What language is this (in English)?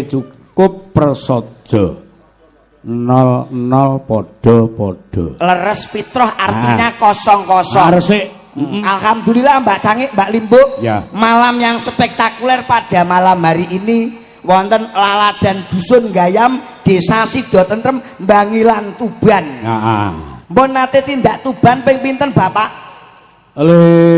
Javanese